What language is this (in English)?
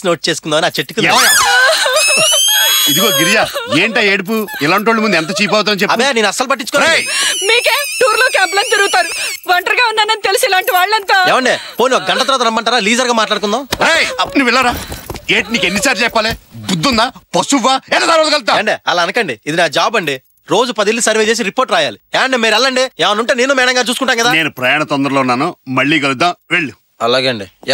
Telugu